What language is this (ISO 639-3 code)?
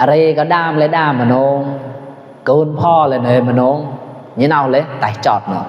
mnw